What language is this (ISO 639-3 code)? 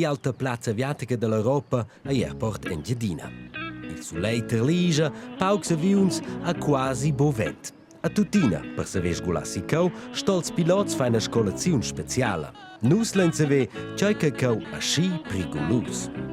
roh